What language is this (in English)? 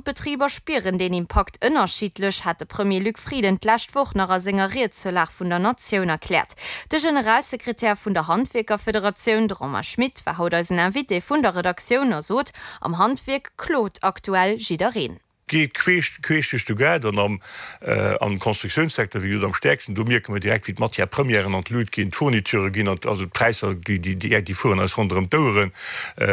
Luxembourgish